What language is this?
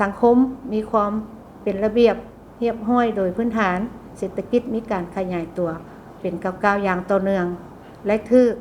Lao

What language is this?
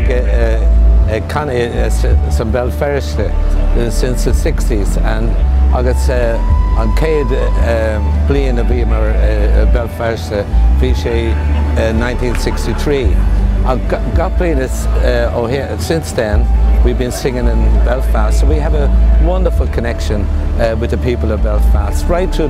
Irish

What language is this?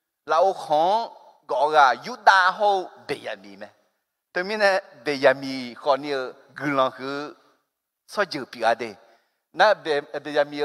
Akha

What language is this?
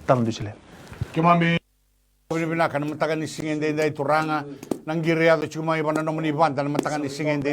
Fijian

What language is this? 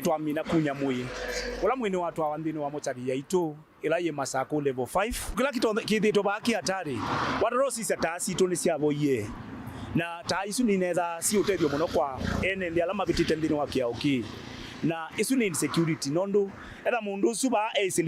Kamba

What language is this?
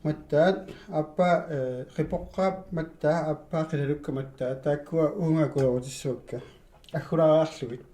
Kalaallisut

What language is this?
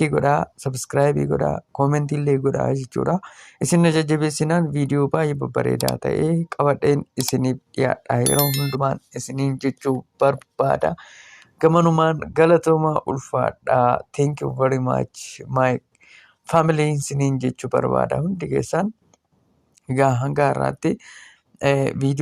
Oromo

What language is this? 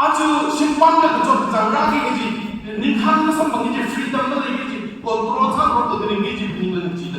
Tangkhul Naga (India)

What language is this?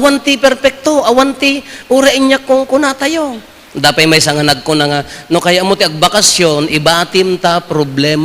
Iloko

